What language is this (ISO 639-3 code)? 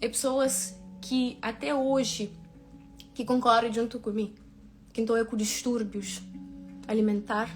kea